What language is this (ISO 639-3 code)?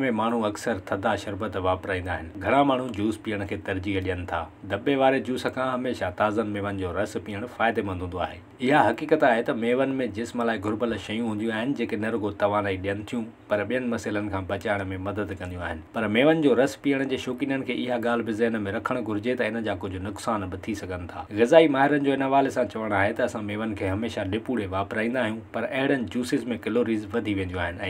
snd